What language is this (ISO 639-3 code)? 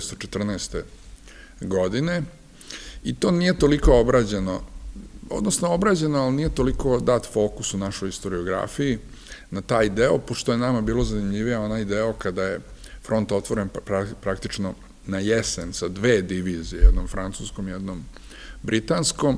srp